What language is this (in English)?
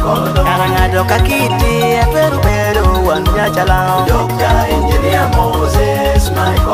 Lango (Uganda)